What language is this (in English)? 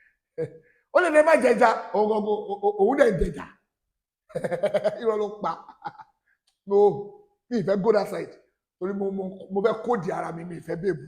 Yoruba